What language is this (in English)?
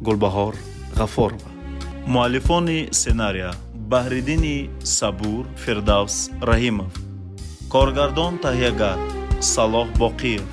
Tajik